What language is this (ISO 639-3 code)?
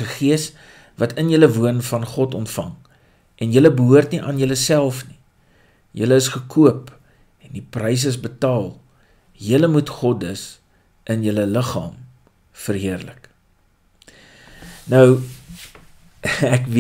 afr